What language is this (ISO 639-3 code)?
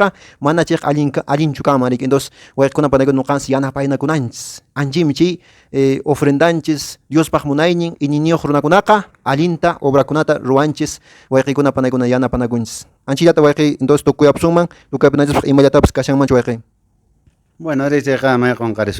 que